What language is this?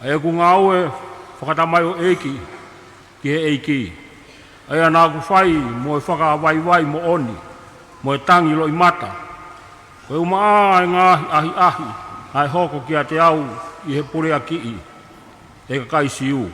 Tongan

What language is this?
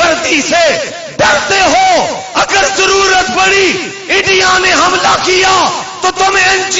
Saraiki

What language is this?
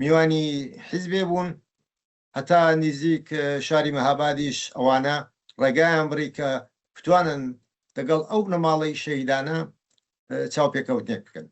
Central Kurdish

